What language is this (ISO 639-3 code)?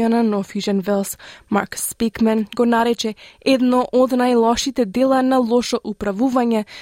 mkd